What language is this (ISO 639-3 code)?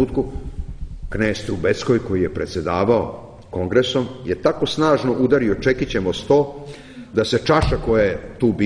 srp